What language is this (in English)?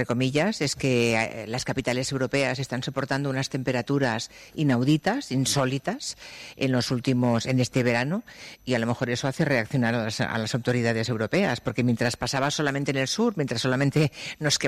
Spanish